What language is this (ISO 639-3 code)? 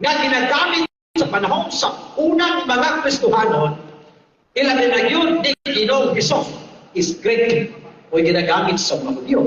ceb